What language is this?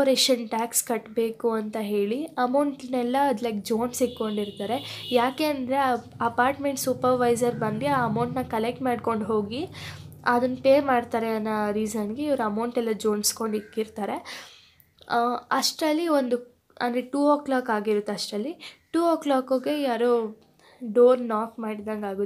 Kannada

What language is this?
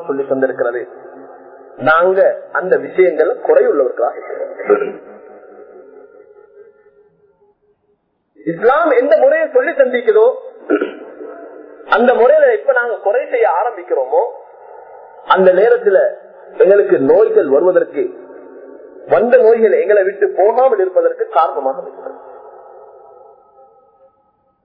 Tamil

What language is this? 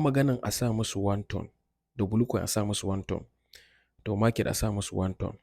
Hausa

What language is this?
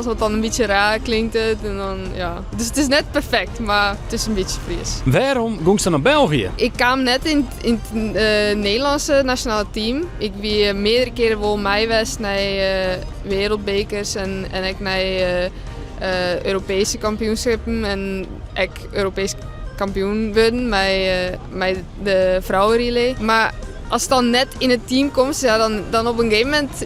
Western Frisian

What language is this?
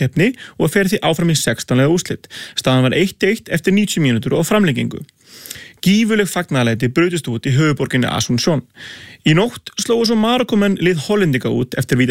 Icelandic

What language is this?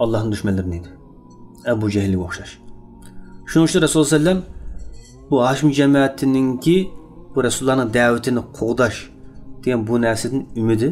Uyghur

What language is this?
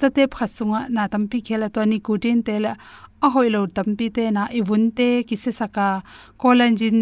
Tedim Chin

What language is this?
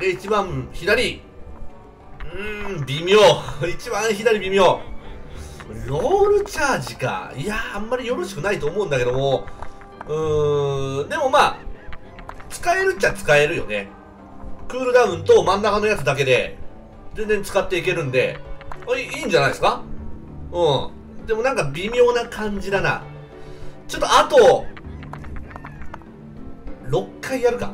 Japanese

